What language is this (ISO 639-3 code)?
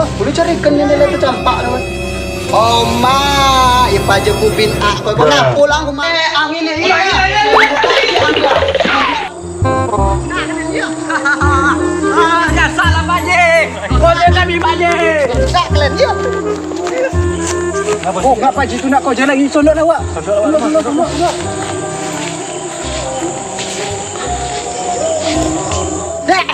msa